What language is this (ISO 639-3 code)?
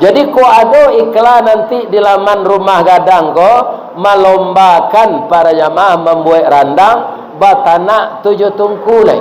min